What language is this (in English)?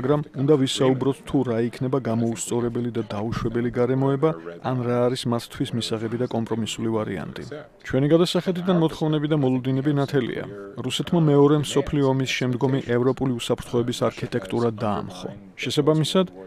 Georgian